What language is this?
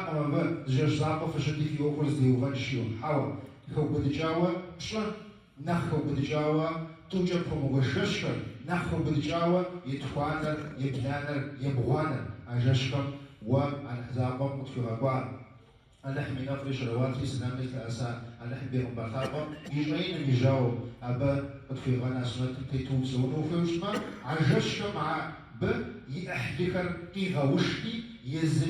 Kabardian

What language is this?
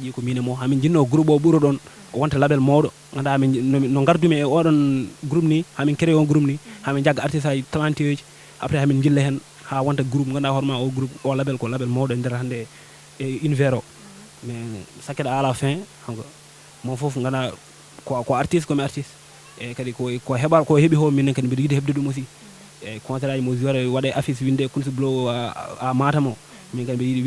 Fula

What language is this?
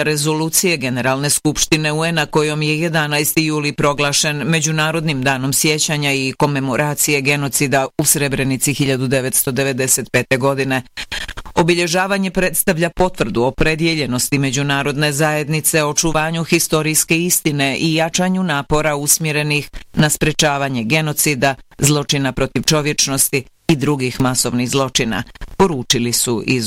Bosnian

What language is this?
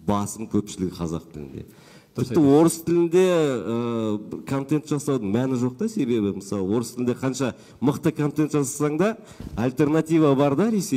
Kazakh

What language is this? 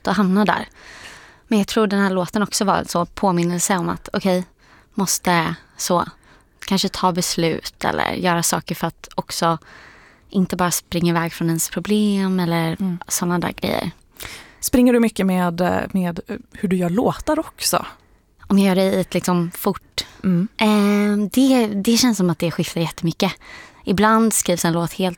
Swedish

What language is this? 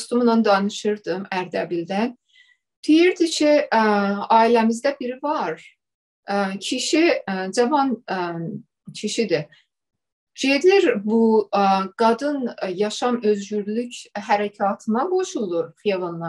South Azerbaijani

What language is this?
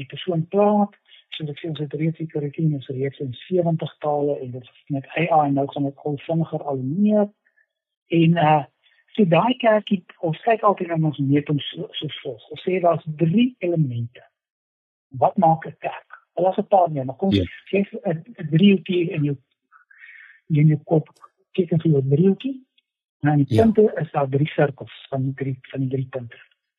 Afrikaans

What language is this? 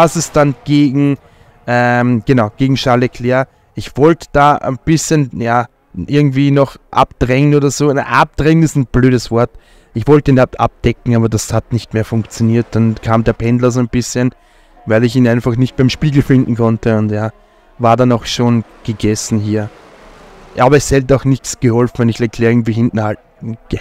German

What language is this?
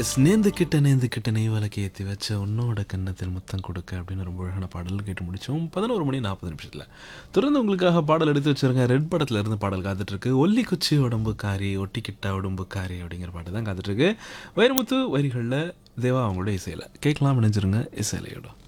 Tamil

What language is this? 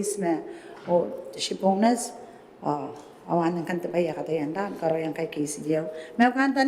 Gilbertese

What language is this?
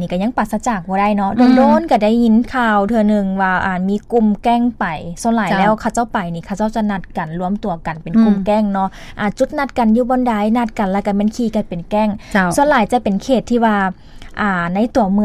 Lao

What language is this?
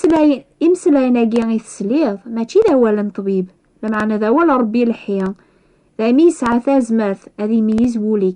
Kabyle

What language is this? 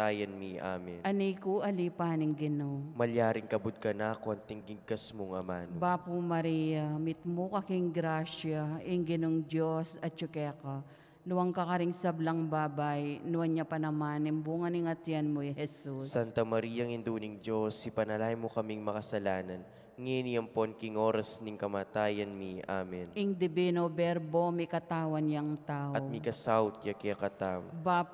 Pampanga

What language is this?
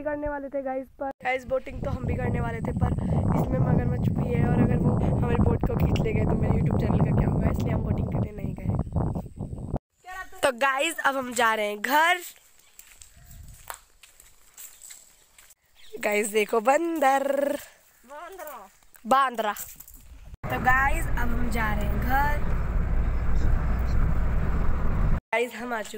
Hindi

